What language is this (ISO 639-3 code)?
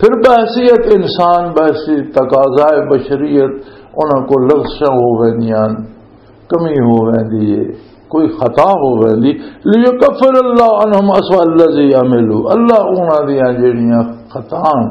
lah